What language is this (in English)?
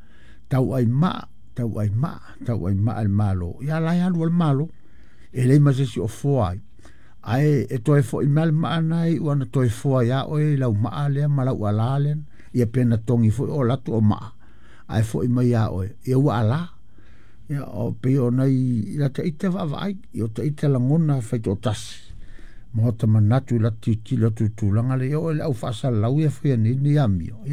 Samoan